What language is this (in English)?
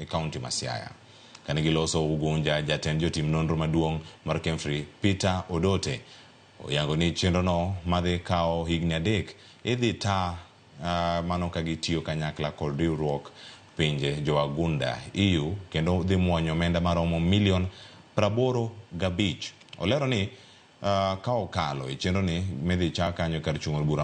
Luo (Kenya and Tanzania)